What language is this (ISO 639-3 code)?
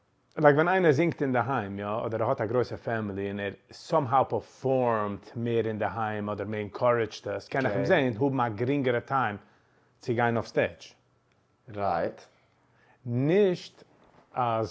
yid